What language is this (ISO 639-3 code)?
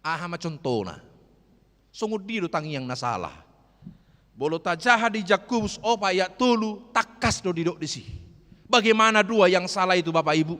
bbc